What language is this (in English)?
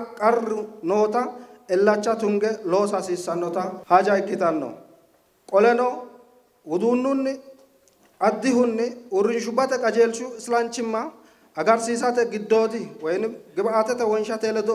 Sidamo